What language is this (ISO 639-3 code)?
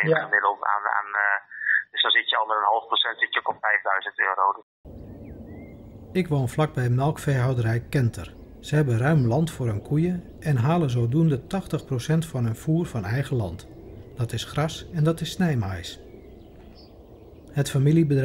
nld